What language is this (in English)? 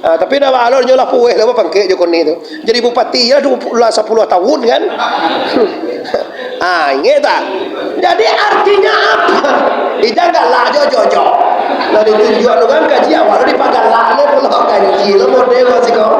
Minangkabau